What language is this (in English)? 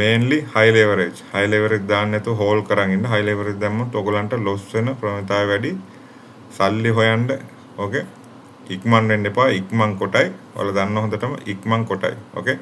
Sinhala